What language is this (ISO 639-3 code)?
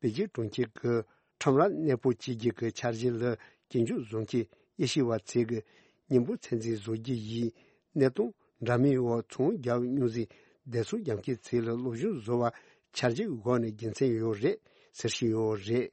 bod